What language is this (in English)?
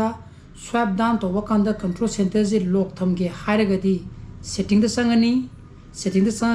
Manipuri